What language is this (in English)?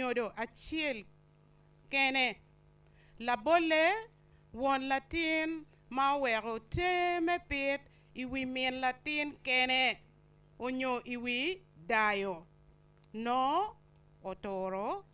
Acoli